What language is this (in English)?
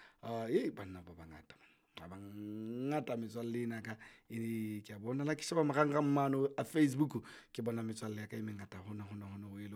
Southern Sotho